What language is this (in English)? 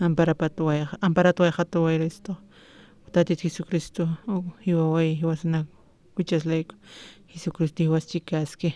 Aymara